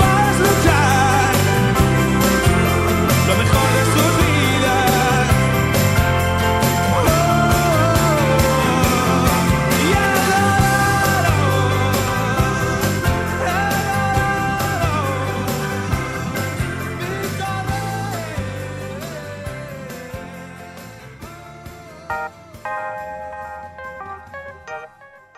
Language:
Spanish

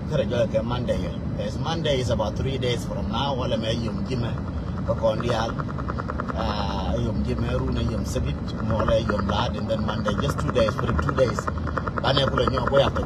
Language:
Nuer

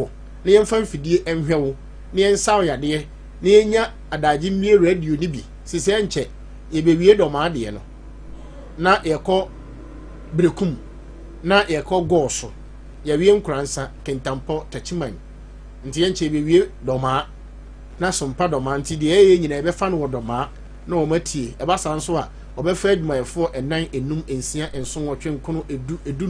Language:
Akan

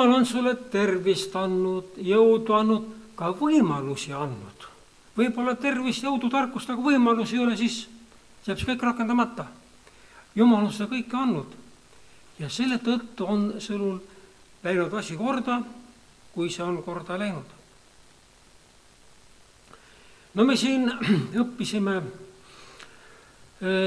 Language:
Estonian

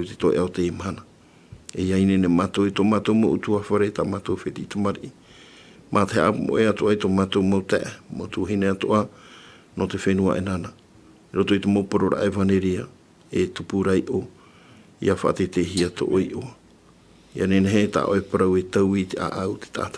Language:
Tahitian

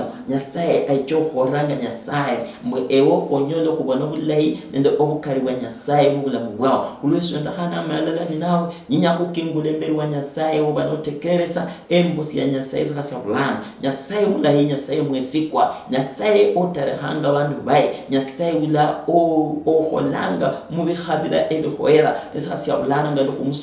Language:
Luyia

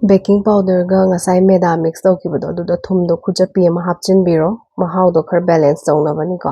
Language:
Manipuri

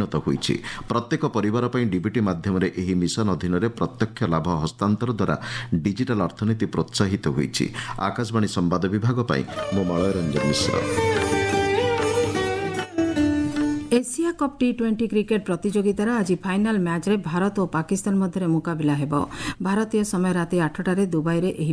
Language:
Odia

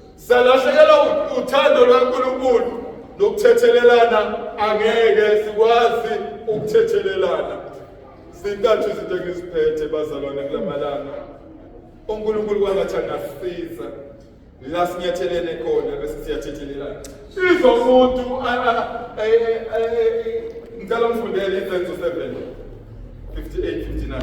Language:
Zulu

